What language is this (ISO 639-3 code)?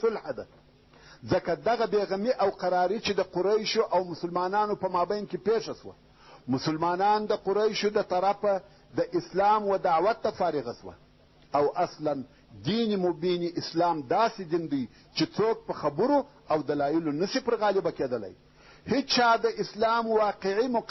pus